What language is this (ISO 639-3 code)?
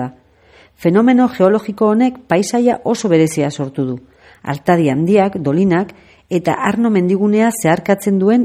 eus